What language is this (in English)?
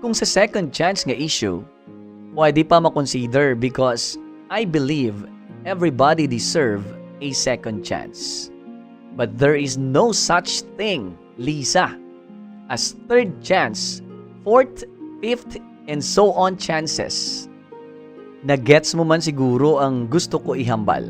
Hiligaynon